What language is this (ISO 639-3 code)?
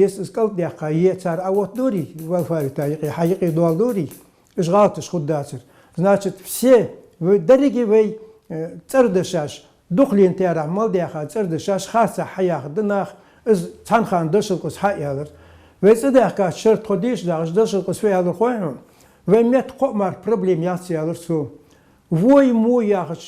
inh